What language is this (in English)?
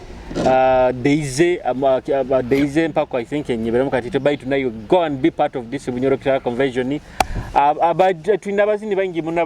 Nyoro